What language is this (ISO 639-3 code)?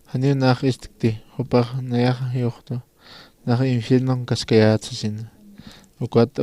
aym